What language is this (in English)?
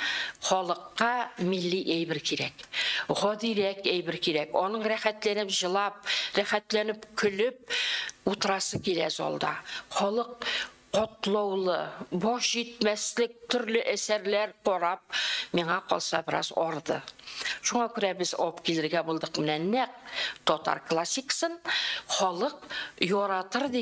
Tatar